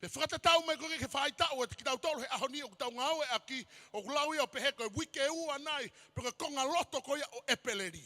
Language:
Tongan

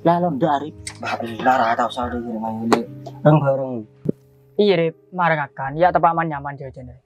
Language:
Madurese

